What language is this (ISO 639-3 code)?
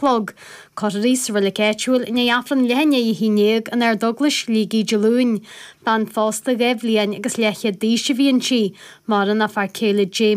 gle